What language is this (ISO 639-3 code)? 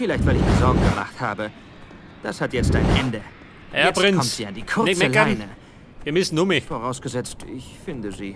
bar